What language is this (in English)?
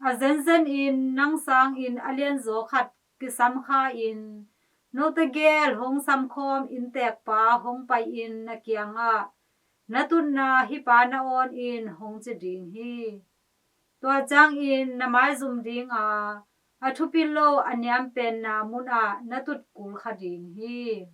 Tedim Chin